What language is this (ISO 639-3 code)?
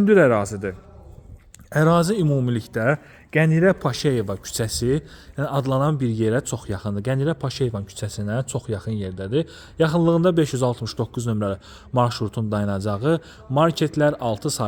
aze